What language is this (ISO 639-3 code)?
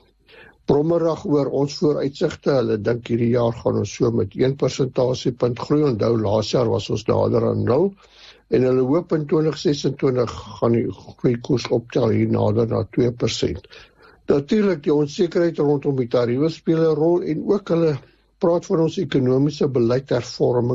afr